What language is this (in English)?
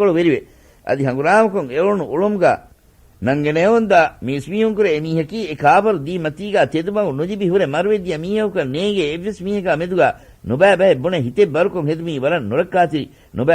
Divehi